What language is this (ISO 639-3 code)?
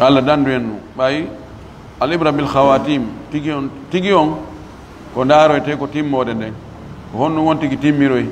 ful